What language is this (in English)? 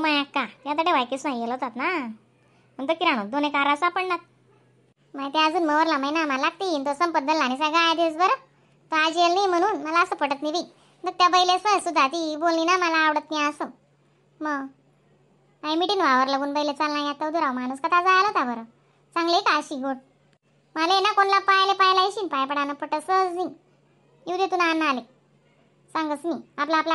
Khandesi